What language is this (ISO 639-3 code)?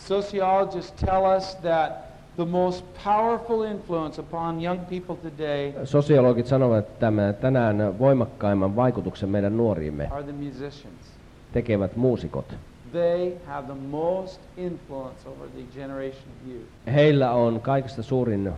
fin